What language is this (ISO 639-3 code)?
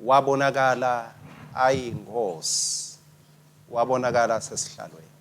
ssw